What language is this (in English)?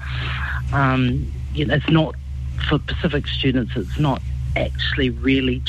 English